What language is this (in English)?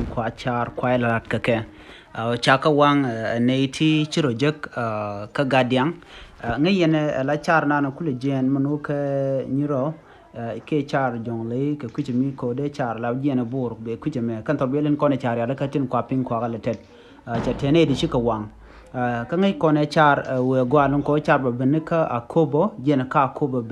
Nuer